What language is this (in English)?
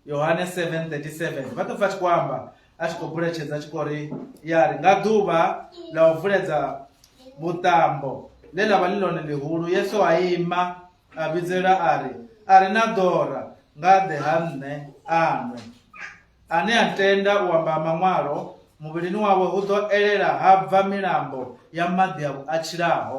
Venda